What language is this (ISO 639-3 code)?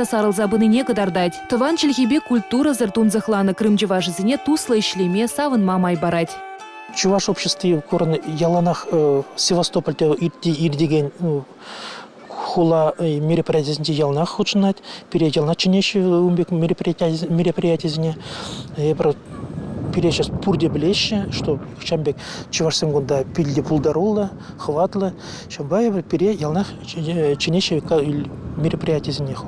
chv